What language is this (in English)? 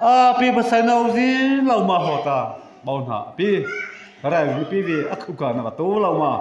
Mara Chin